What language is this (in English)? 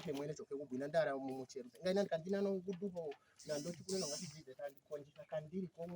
Ndonga